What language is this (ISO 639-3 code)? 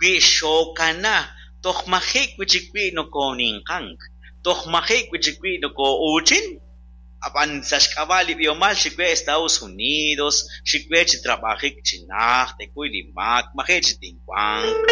kek